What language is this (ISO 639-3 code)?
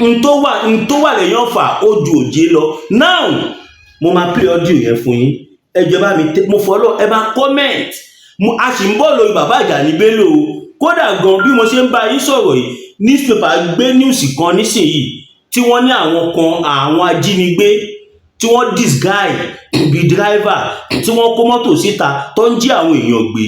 yor